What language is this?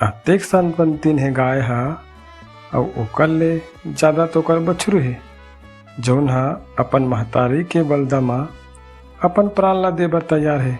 Chhattisgarhi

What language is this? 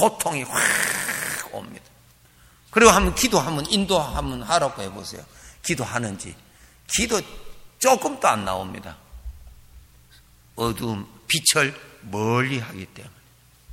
Korean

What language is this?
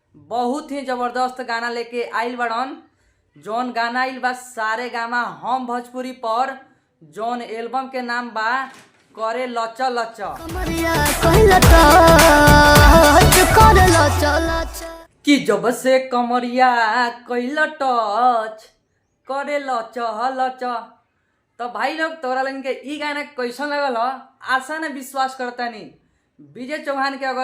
Bhojpuri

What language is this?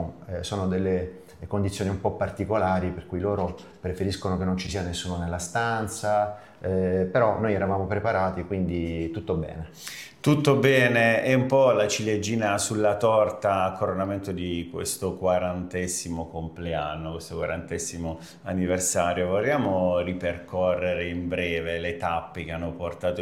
Italian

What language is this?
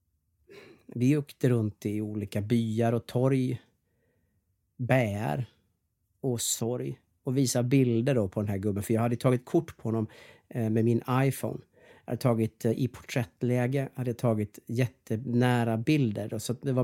Swedish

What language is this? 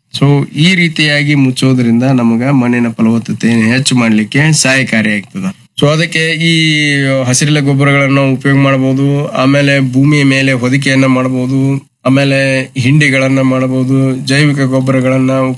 Kannada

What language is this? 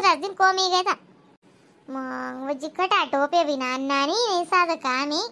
Khandesi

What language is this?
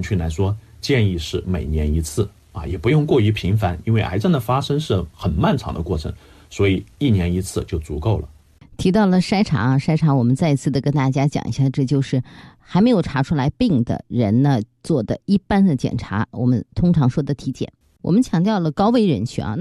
Chinese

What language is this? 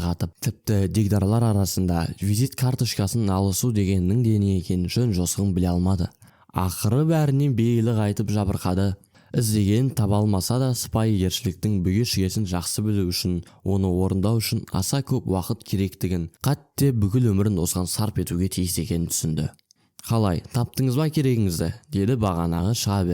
Kazakh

